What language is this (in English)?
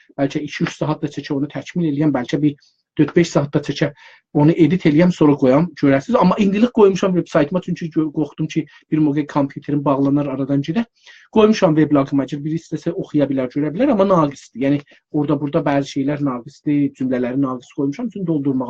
South Azerbaijani